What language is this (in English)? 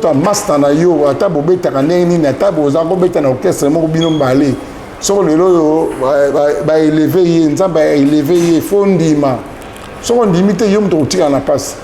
Lingala